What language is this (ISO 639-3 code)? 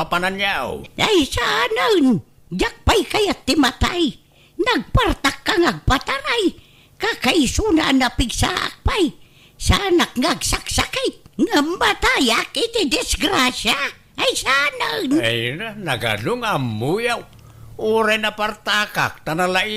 ilo